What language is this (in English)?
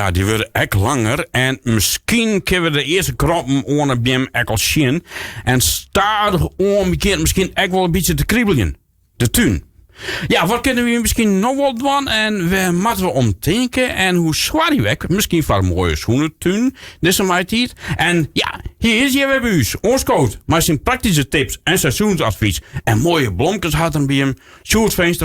Western Frisian